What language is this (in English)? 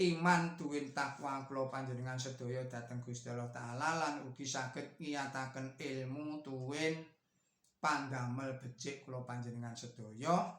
Javanese